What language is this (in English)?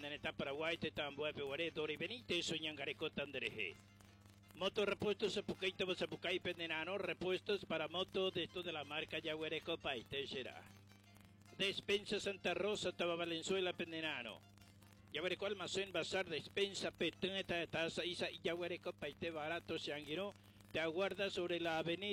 Guarani